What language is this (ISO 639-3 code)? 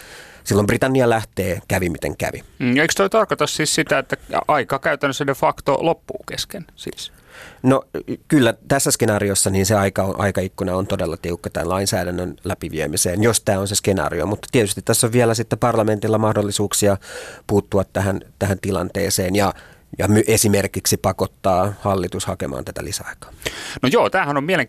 fin